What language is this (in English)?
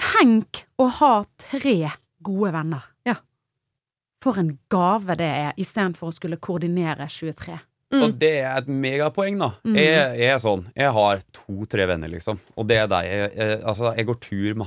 Norwegian